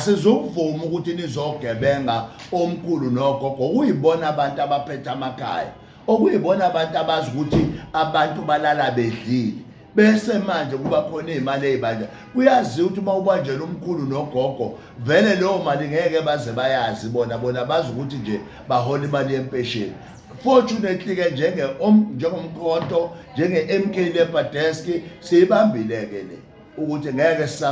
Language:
Zulu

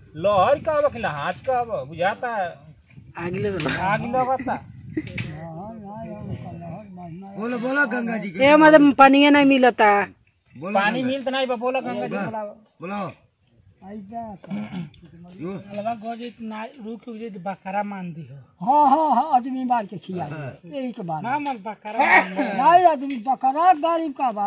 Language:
Bhojpuri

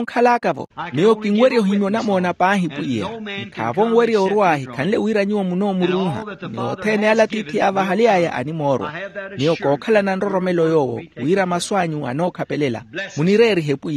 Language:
Makhuwa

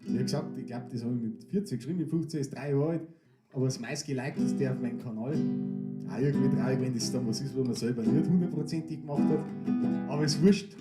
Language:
Bavarian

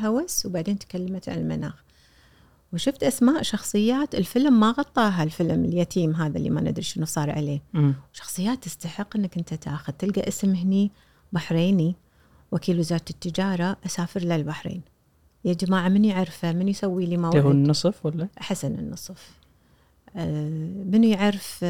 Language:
Gulf Arabic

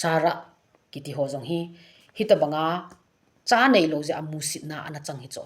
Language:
Thado Chin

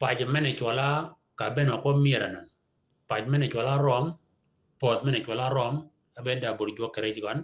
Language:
Shilluk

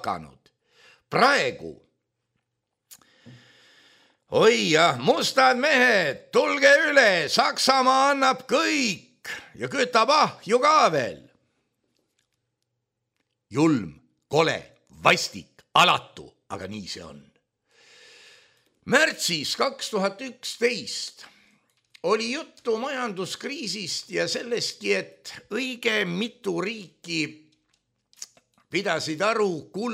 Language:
Estonian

